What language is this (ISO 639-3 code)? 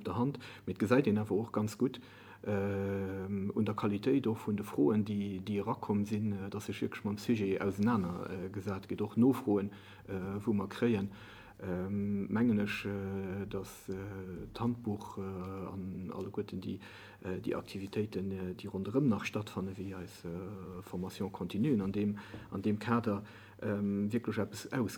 ltz